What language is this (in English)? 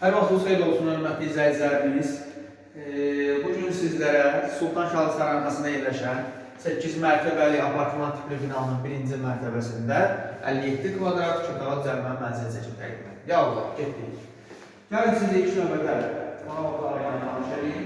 Azerbaijani